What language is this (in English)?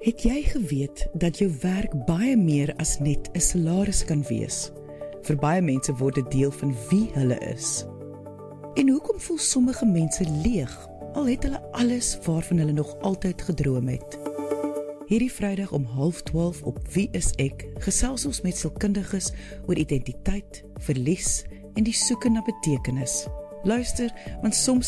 Afrikaans